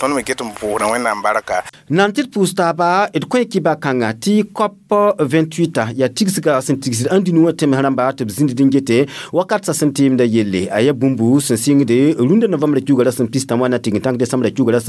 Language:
Mossi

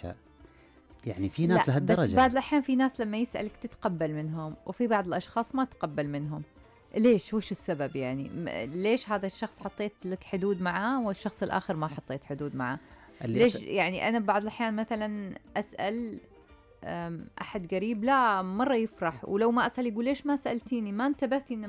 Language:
Najdi Arabic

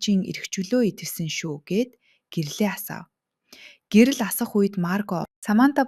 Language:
Mongolian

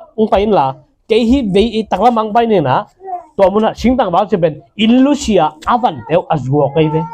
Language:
Tedim Chin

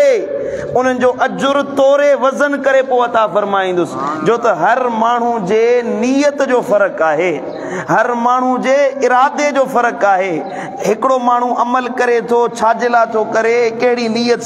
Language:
Sindhi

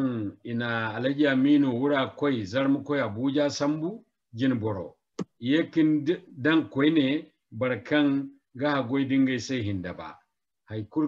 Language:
Zarma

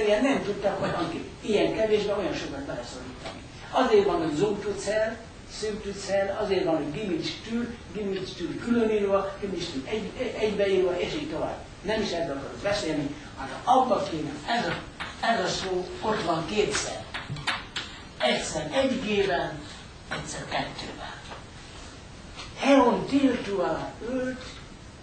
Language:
Hungarian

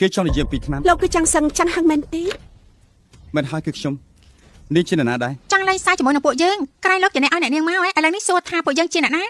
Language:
Khmer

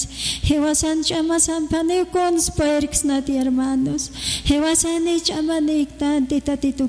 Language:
Aymara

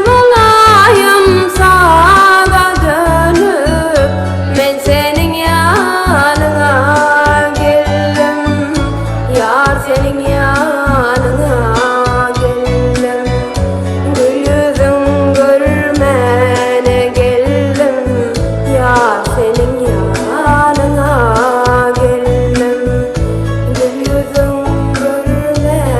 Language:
Turkmen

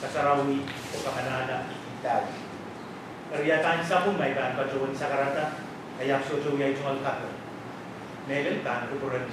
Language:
Pohnpeian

